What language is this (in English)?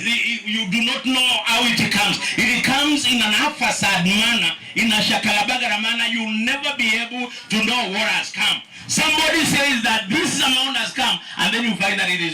Kamba